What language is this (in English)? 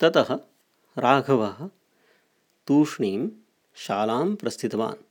Sanskrit